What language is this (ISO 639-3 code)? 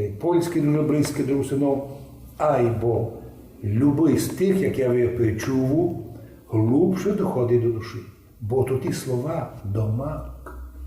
rue